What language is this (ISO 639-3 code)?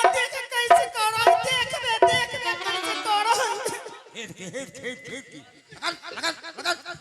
anp